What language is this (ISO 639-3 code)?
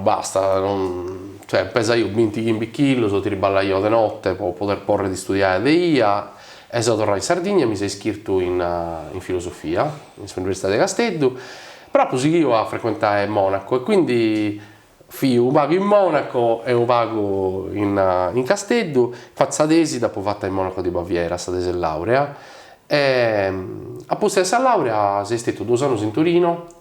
srd